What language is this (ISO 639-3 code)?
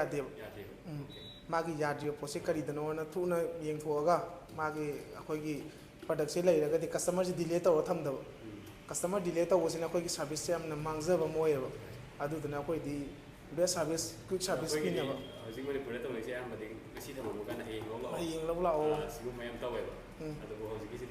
mni